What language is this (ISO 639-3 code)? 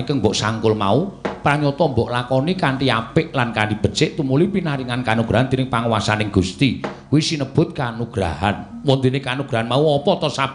jav